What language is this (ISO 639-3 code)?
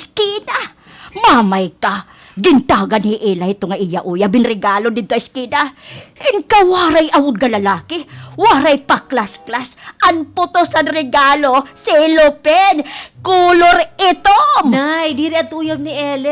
war